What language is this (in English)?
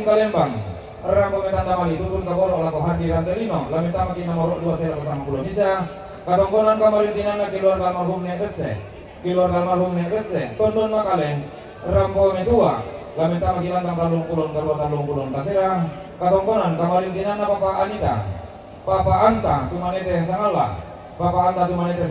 Toraja-Sa'dan